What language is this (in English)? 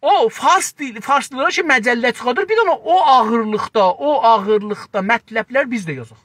South Azerbaijani